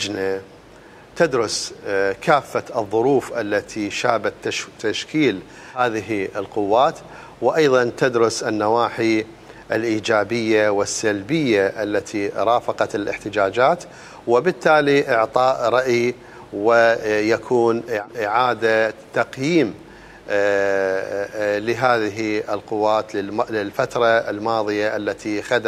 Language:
Mesopotamian Arabic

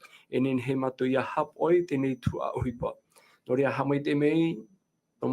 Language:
Tahitian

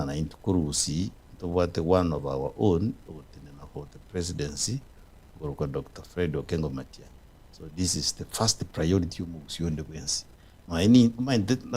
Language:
Gusii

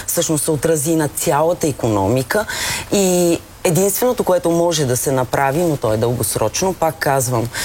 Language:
Bulgarian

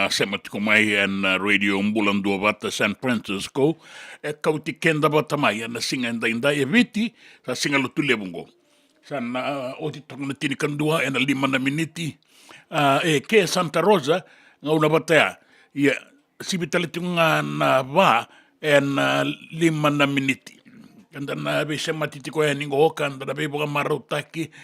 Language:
Fijian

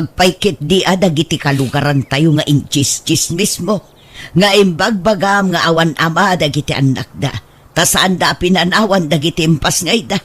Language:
Iloko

